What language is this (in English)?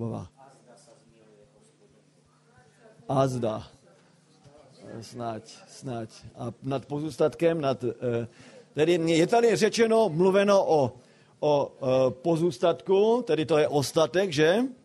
Czech